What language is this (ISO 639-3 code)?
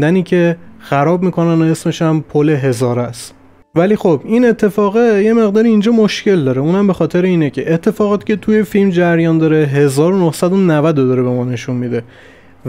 fas